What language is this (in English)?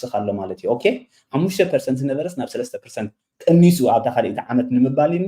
Tigrinya